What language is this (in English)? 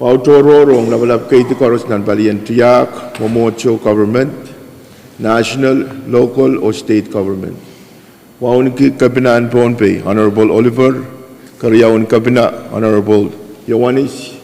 Pohnpeian